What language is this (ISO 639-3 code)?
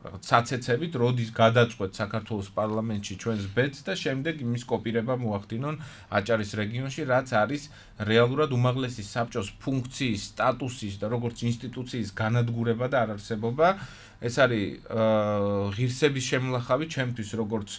kat